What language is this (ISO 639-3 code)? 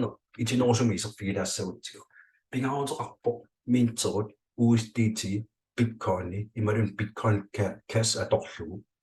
kal